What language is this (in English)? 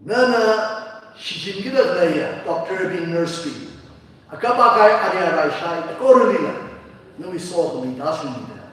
Tangkhul Naga (India)